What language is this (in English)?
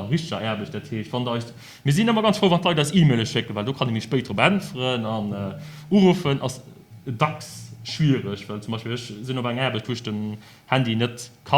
Luxembourgish